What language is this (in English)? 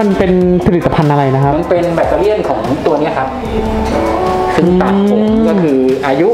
Thai